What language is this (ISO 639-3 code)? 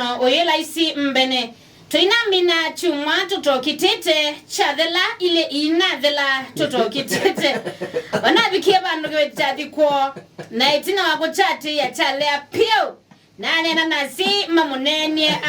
kam